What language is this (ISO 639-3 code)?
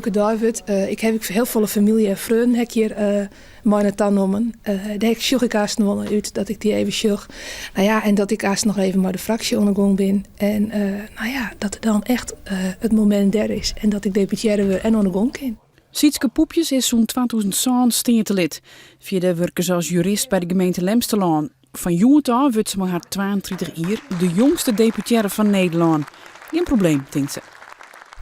fry